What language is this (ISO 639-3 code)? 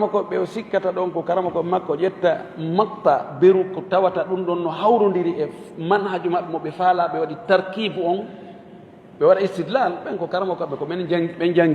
ful